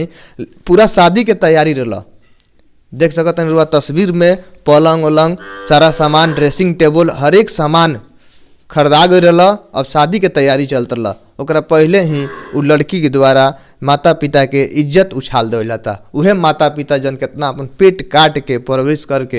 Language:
Bhojpuri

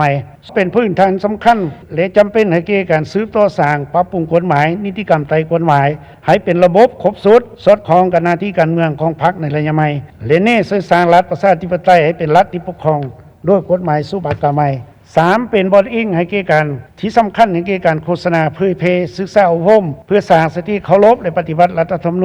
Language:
Lao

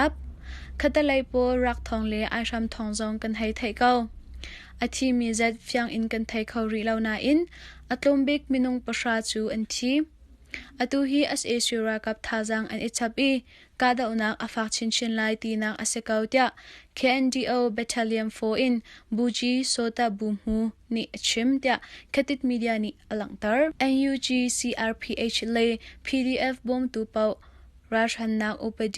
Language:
Hakha Chin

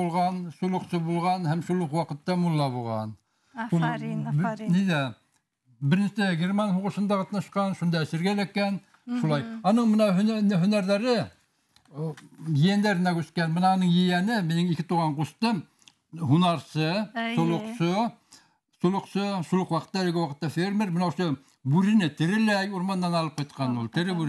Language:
Bashkir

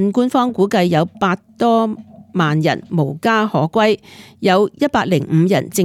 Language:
Cantonese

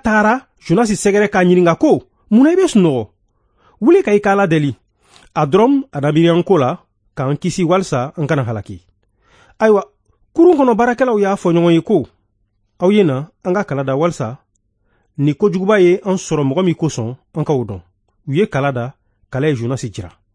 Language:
Bambara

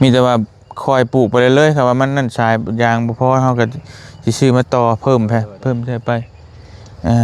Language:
Lao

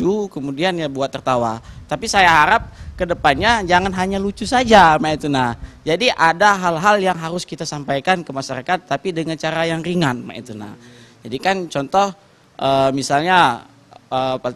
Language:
Musi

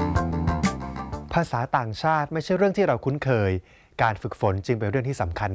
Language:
Thai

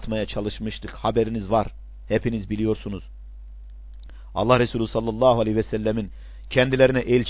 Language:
Turkish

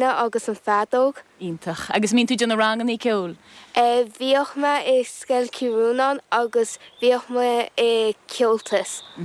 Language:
Irish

